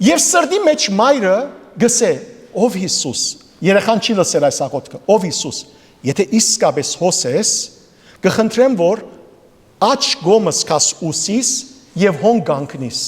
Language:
Western Armenian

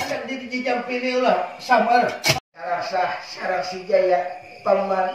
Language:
Banjar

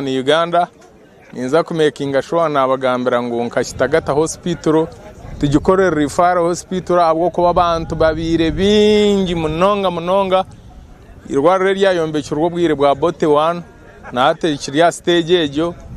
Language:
Nyankole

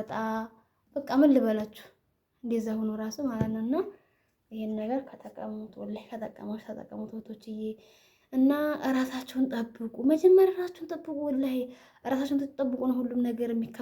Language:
Amharic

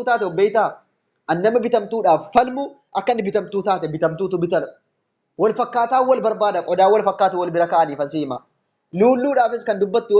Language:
Oromo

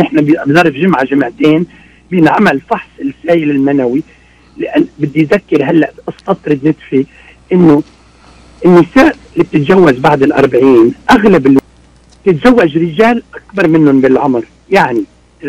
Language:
North Levantine Arabic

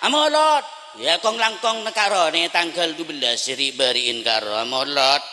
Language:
Madurese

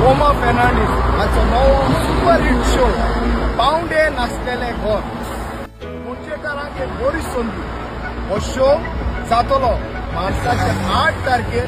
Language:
Konkani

